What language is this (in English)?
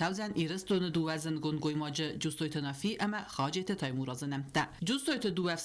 Ossetic